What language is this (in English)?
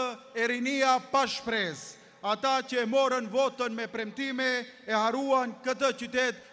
Albanian